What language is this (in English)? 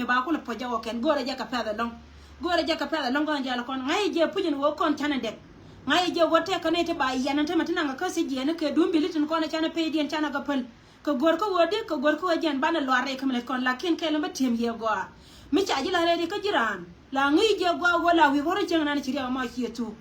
Nuer